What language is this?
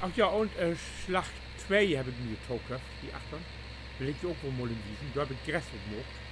Low German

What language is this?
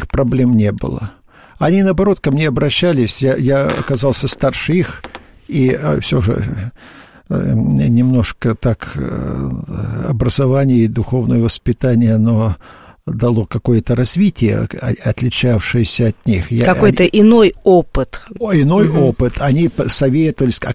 Russian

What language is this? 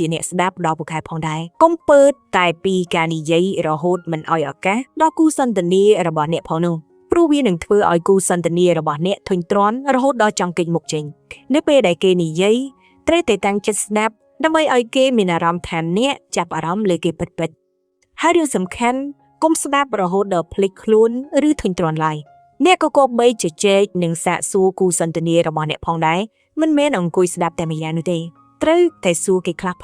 Khmer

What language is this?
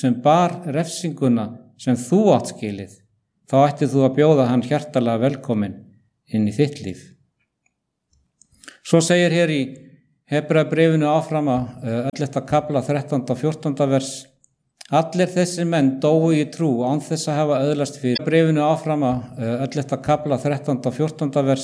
Icelandic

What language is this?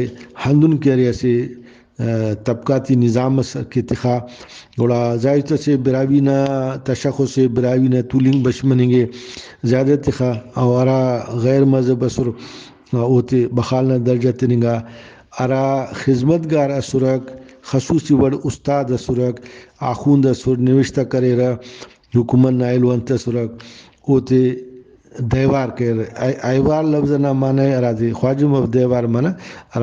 Brahui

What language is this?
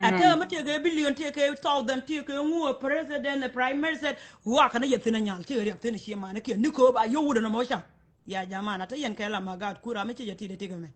Nuer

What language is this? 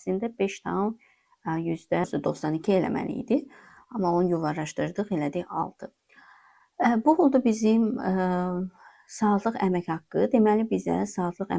Azerbaijani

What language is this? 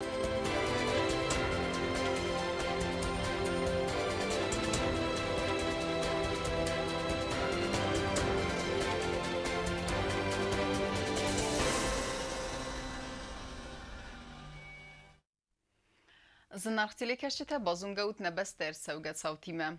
Ossetic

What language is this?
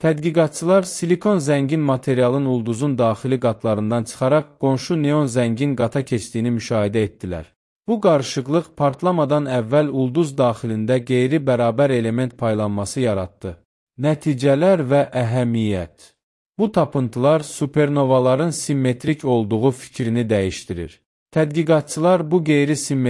Azerbaijani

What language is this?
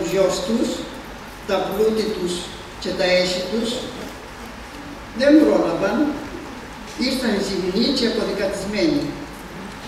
Greek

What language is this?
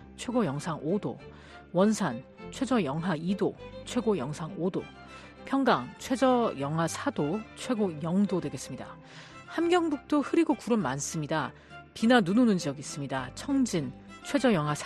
Korean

